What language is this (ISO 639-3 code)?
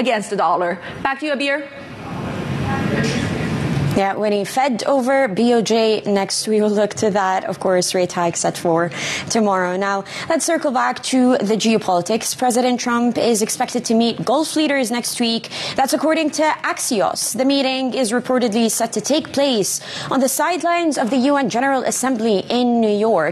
eng